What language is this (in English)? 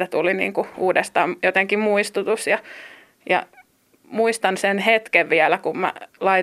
Finnish